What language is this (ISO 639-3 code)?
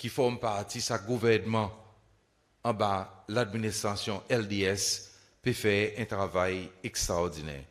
crs